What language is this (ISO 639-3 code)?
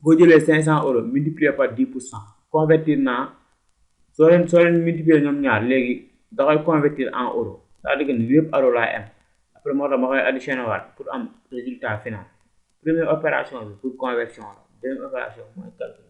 wol